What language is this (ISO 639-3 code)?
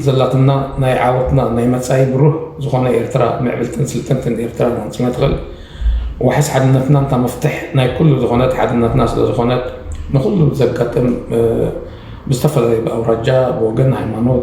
tir